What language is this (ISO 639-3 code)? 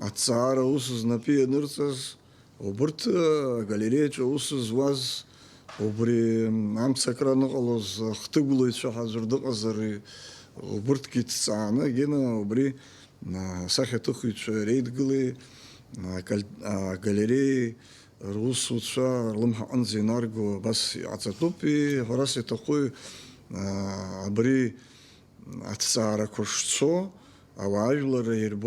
abk